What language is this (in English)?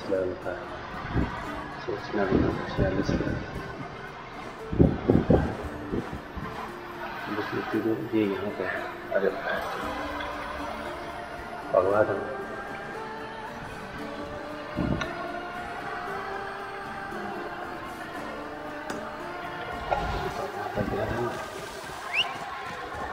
Hindi